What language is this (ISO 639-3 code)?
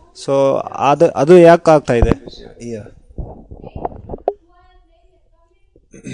kan